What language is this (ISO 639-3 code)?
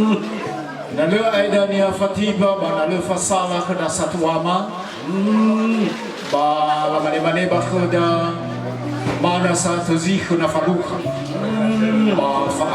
nia